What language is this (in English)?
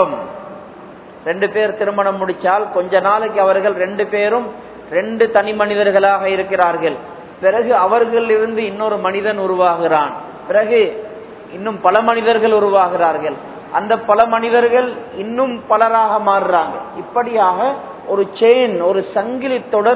Tamil